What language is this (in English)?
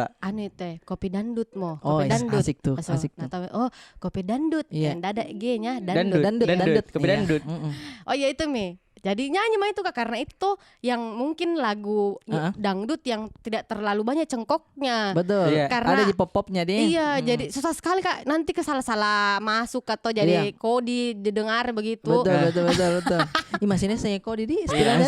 Makassar Malay